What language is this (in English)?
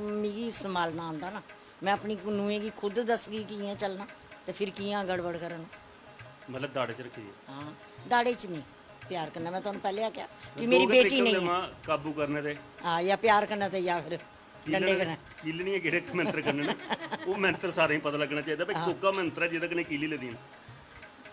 Dogri